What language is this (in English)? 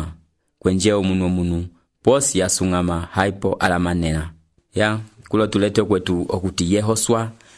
Umbundu